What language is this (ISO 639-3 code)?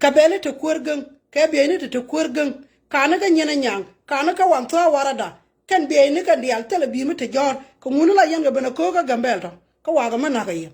nus